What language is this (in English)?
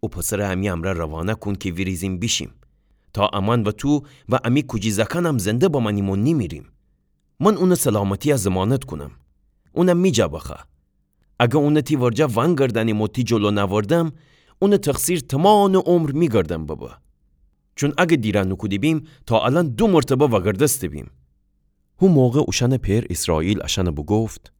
Gilaki